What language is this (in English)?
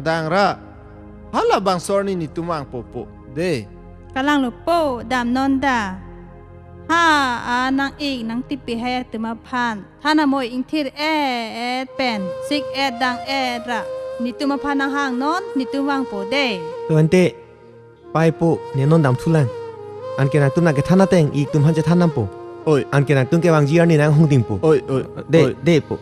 Karbi